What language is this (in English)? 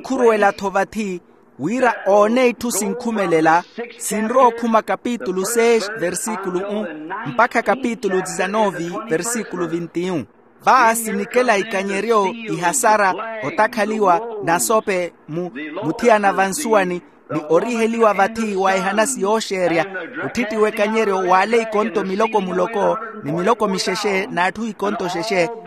Makhuwa